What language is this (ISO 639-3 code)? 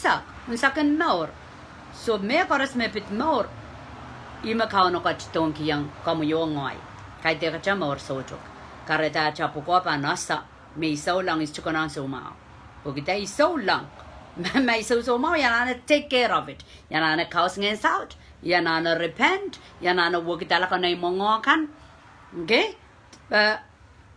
pon